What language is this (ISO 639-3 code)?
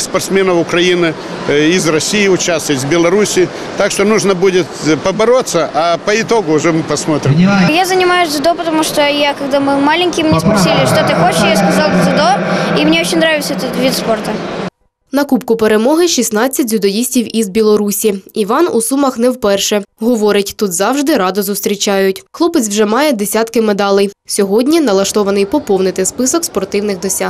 ukr